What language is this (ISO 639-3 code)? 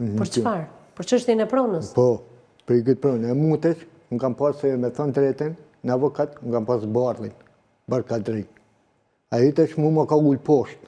sqi